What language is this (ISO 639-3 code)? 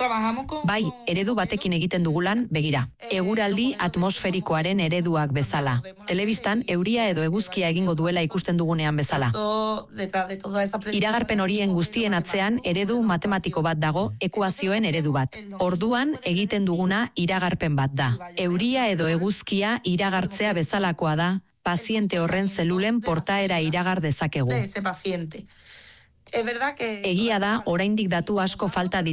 eus